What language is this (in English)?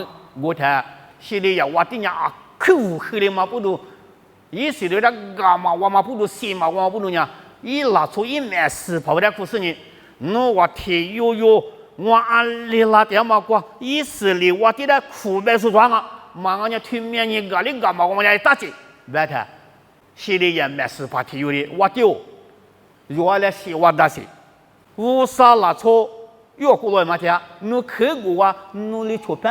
Lisu